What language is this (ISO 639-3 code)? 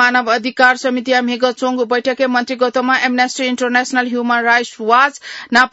new